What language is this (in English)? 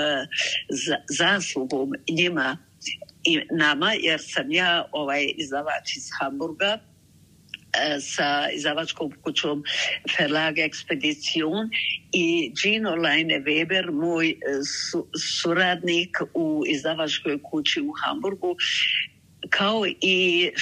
Bosnian